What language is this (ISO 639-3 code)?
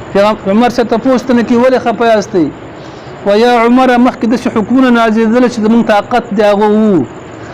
pus